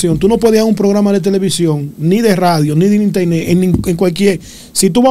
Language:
Spanish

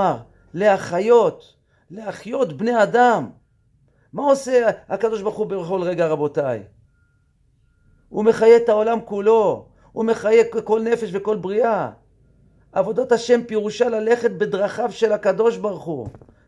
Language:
Hebrew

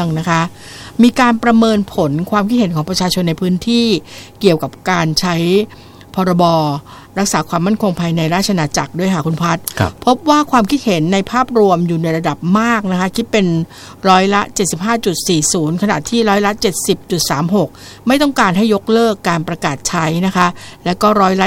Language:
Thai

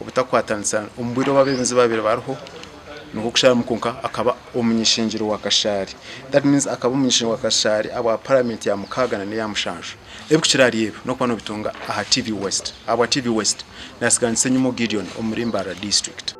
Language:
Nyankole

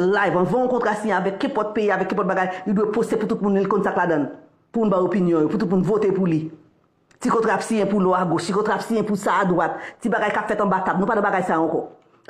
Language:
Haitian Creole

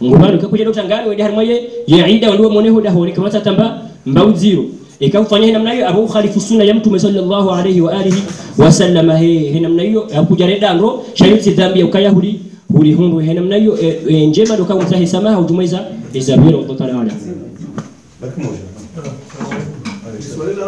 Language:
Swahili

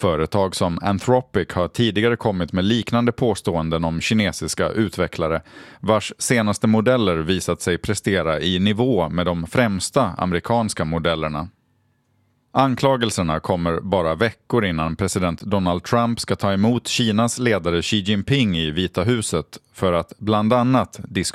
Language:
Swedish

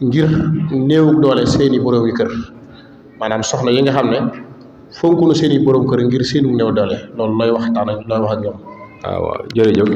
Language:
Wolof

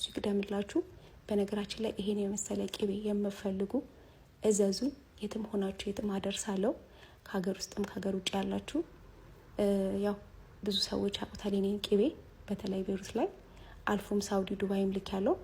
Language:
Amharic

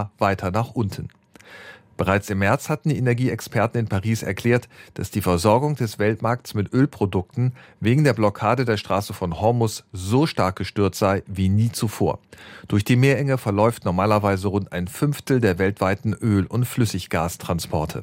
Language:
German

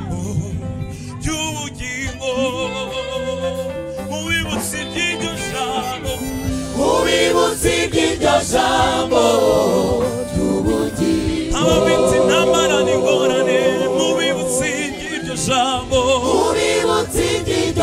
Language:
Kinyarwanda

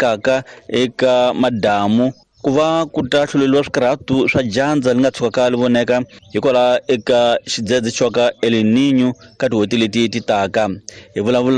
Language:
Tsonga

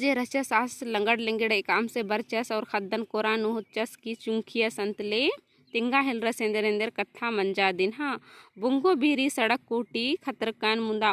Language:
Kurukh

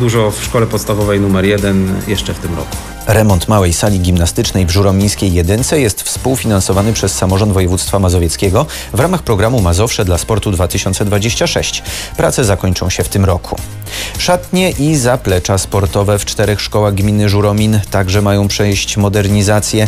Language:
Polish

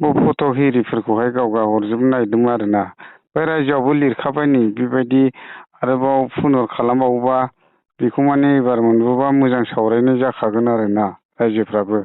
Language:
Bodo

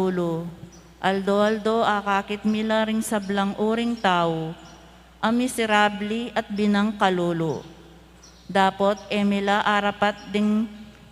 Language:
Pampanga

